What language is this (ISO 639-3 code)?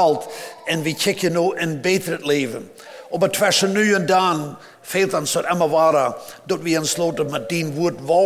pdt